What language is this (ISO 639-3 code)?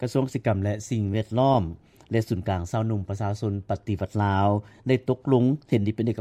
lao